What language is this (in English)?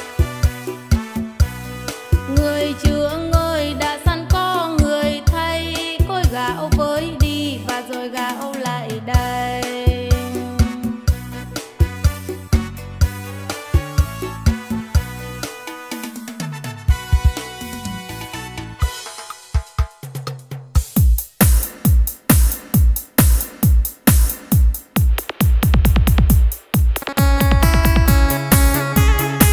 Vietnamese